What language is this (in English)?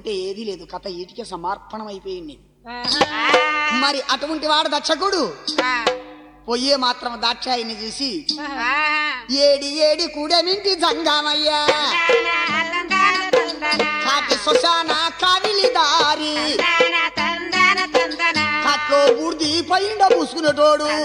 Telugu